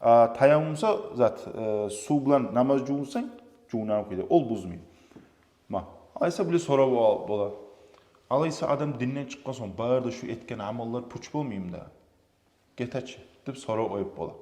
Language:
Kumyk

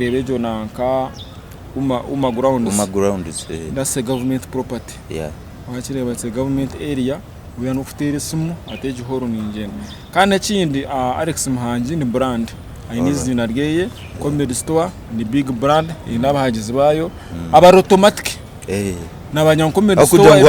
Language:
Nyankole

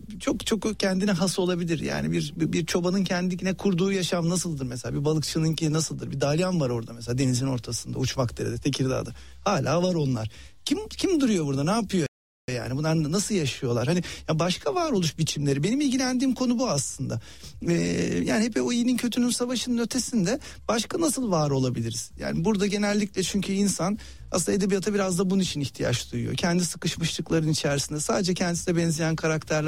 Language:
Turkish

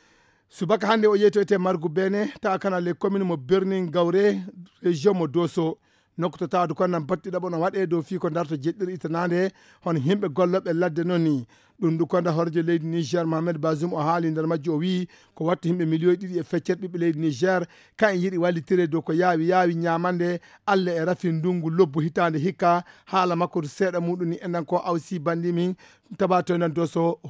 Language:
Fula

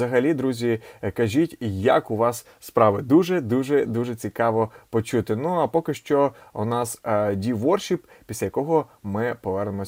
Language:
Ukrainian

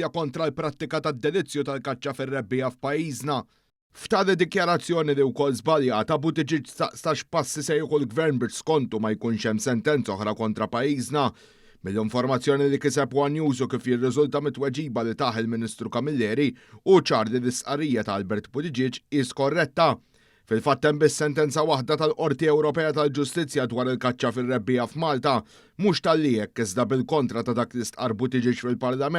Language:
Maltese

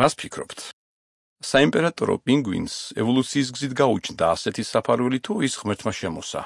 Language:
Georgian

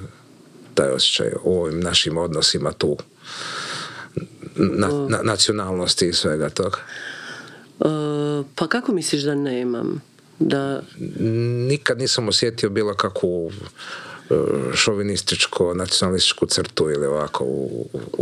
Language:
Croatian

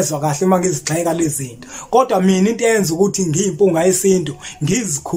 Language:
Zulu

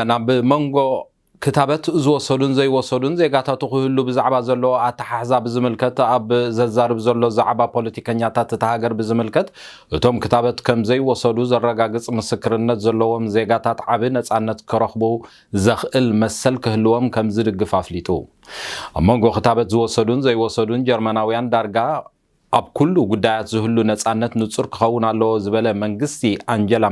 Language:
Tigrinya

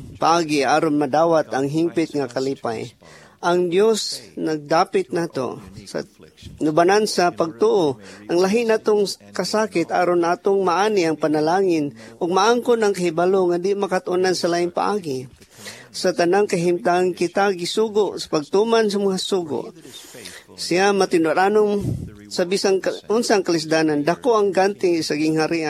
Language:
Cebuano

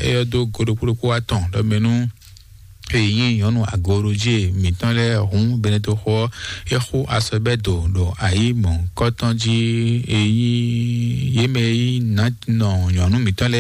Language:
Fon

